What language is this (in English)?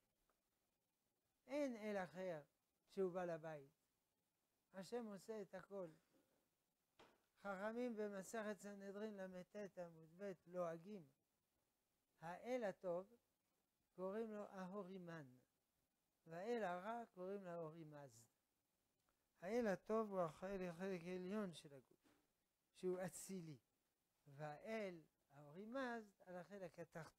Hebrew